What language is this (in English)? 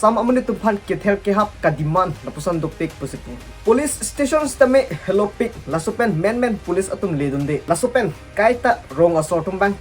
Karbi